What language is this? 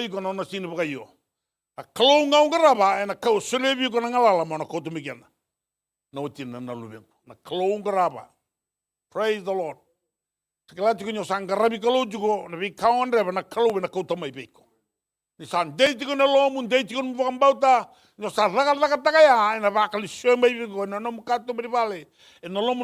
Fijian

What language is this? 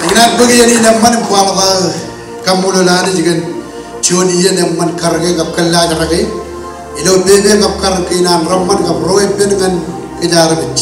Marshallese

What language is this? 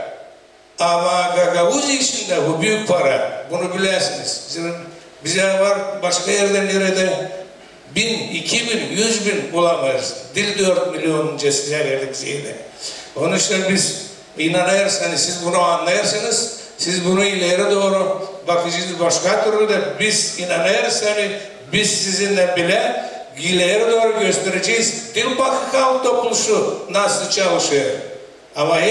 Gagauz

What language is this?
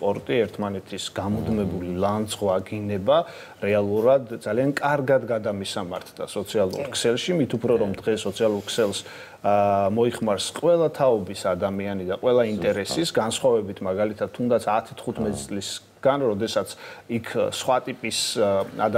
Georgian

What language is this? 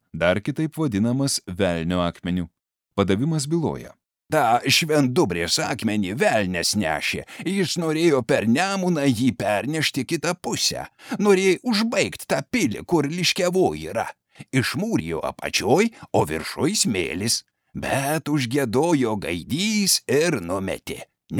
Lithuanian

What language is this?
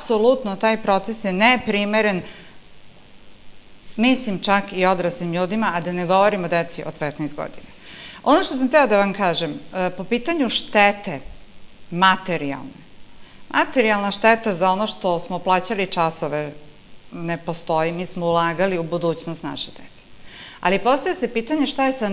Serbian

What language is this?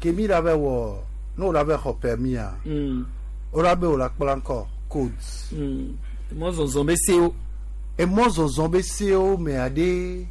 Gen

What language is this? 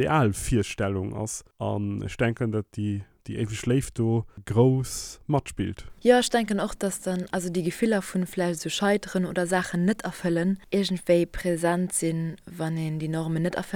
Luxembourgish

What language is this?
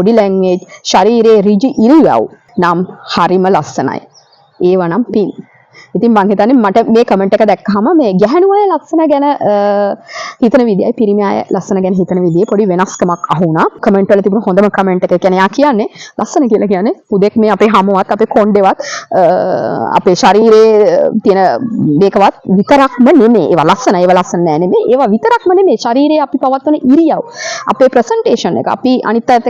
Sinhala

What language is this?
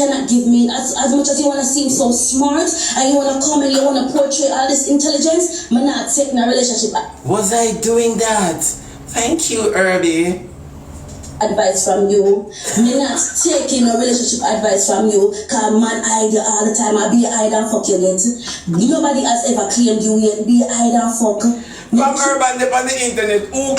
Jamaican Creole English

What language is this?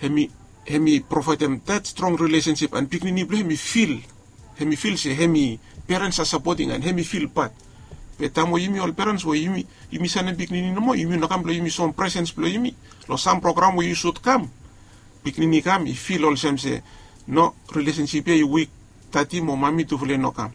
Bislama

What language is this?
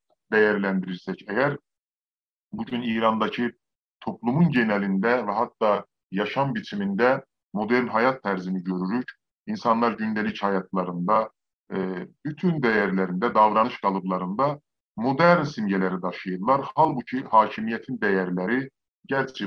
South Azerbaijani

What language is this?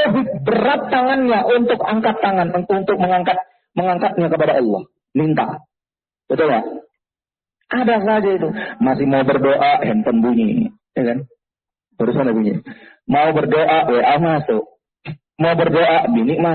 Indonesian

